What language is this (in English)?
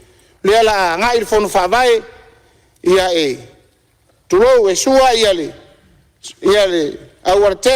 Samoan